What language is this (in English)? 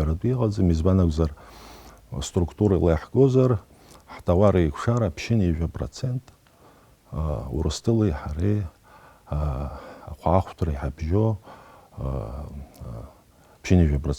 Abkhazian